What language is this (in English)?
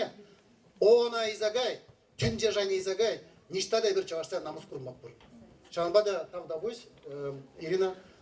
Chuvash